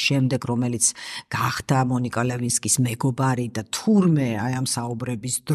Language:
Georgian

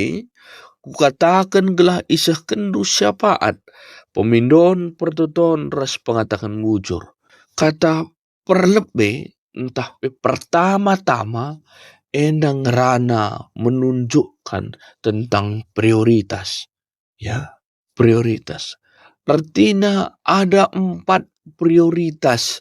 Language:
Batak Karo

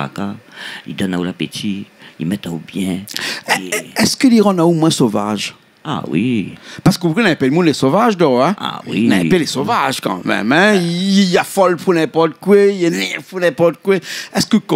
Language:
Réunion Creole French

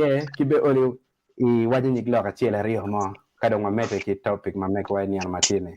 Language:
Acoli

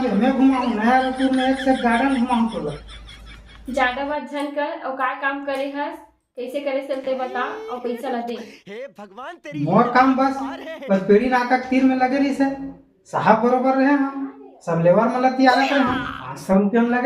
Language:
Chhattisgarhi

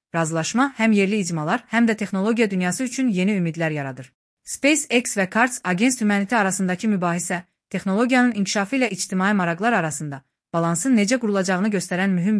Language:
Azerbaijani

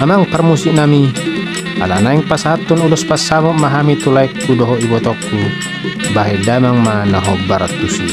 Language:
Batak Toba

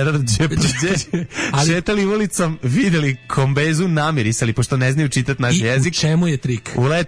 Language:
Serbian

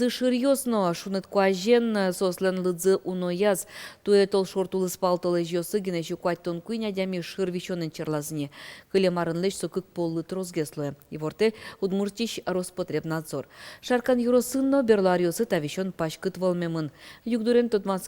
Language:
Udmurt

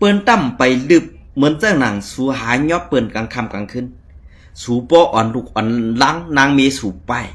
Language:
Shan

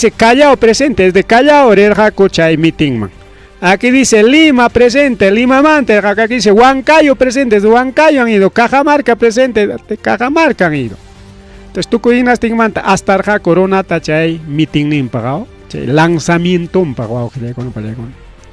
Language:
Ayacucho Quechua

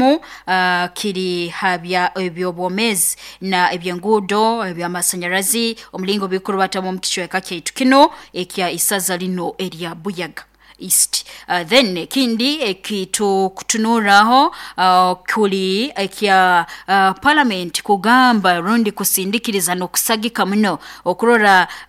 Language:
Nyoro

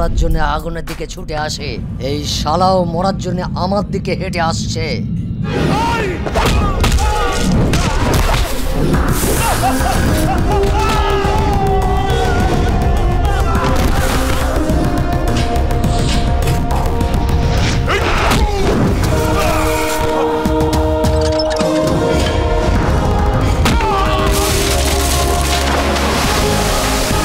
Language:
Bangla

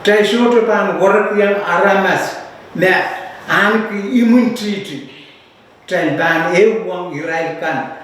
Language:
Pohnpeian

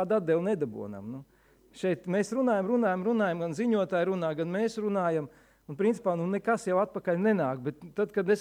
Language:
Latvian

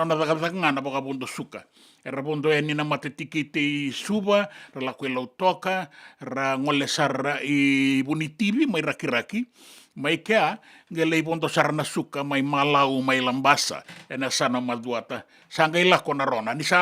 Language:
Fijian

